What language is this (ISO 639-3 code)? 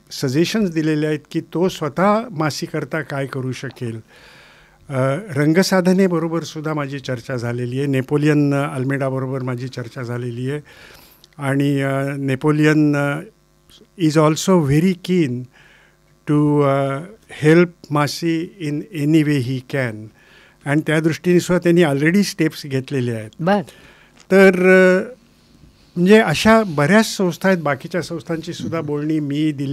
mar